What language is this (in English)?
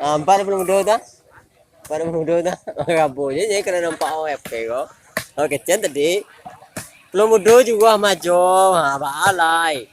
Minangkabau